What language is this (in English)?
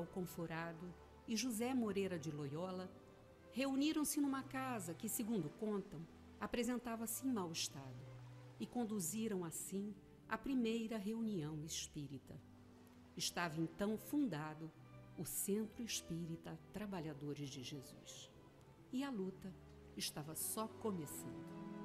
Portuguese